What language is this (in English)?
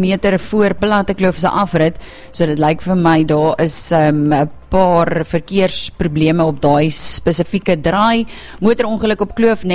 Afrikaans